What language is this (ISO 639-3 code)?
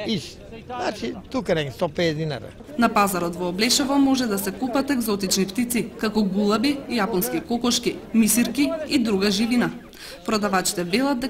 mkd